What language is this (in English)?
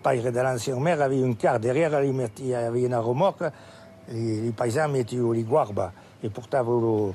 Occitan